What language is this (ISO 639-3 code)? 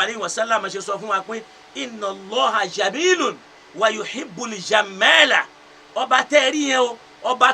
yor